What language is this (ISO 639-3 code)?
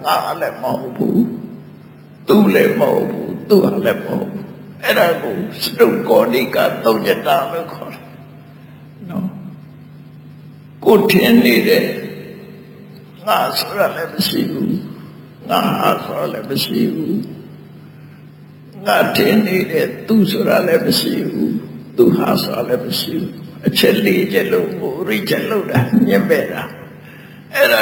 mya